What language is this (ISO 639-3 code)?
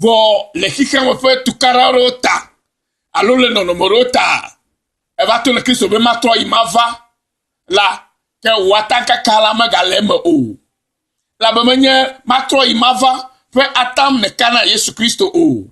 ewe